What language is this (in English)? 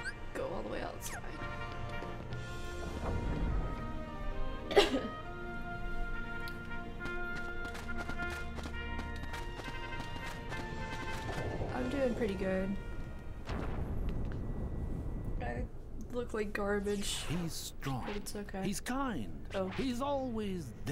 English